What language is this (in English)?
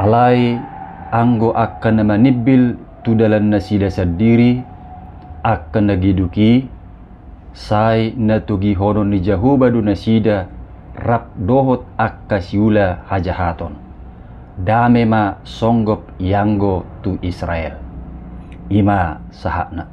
Batak Toba